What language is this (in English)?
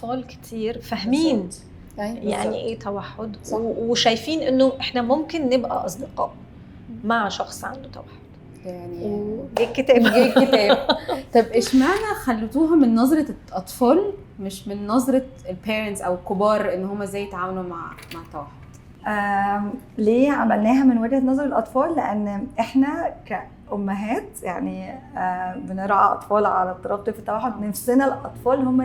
Egyptian Arabic